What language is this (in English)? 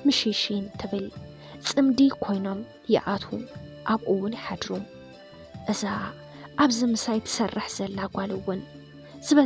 Tigrinya